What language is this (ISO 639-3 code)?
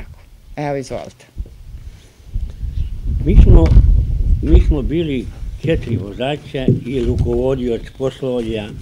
srp